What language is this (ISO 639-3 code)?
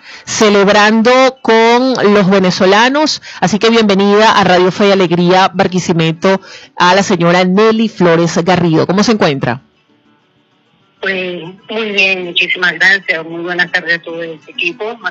spa